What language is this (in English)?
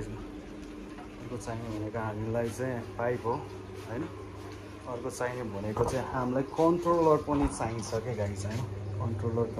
Nepali